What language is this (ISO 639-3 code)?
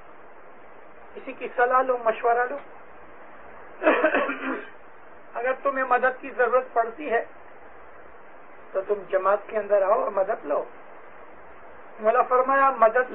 urd